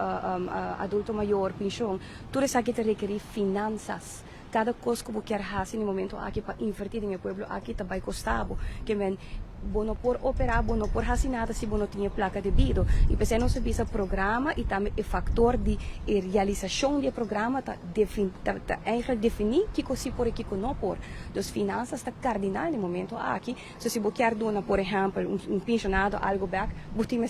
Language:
Papiamento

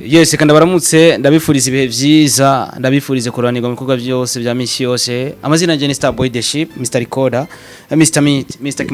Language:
Rundi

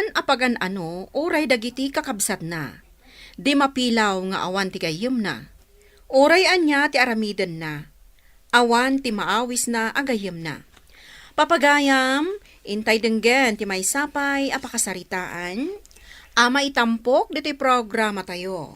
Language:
Iloko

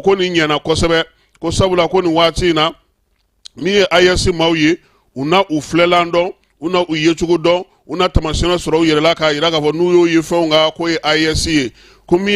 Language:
Bambara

